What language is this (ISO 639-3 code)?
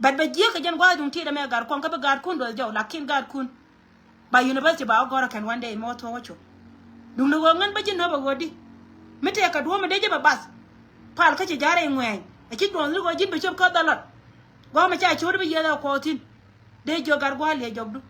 nus